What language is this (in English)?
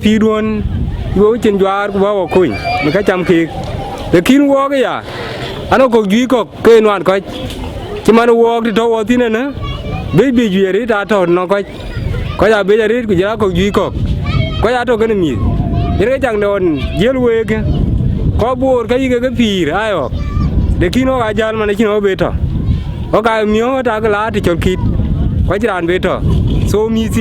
Dinka